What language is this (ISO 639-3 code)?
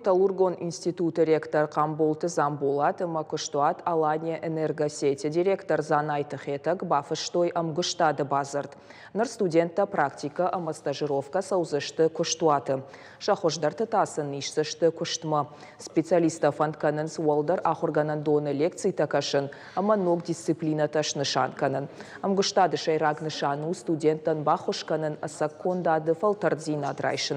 oss